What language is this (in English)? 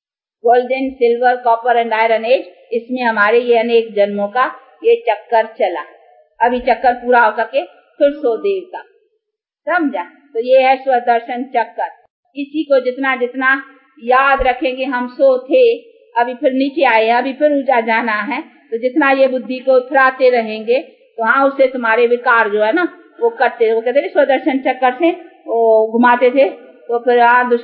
Hindi